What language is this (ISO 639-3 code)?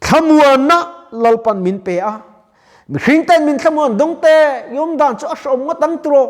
lus